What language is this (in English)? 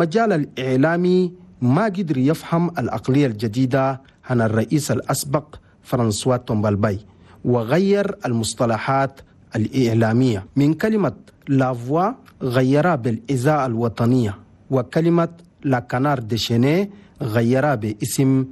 Chadian Arabic